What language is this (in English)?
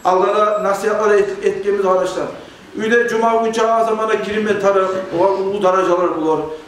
Kumyk